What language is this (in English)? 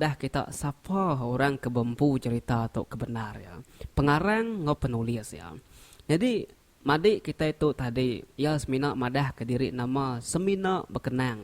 Iban